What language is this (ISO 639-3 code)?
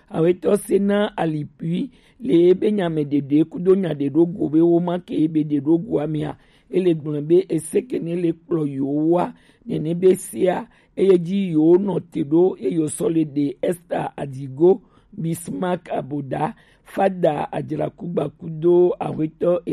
gej